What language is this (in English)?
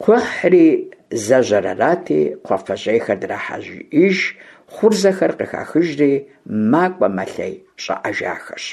Kabardian